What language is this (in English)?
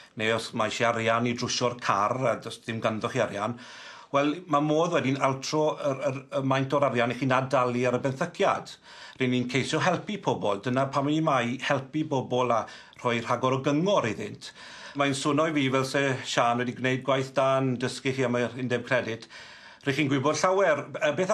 Welsh